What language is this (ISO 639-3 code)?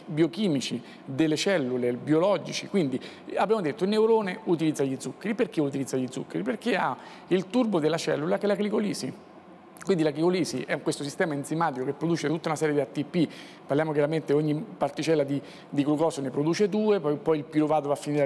ita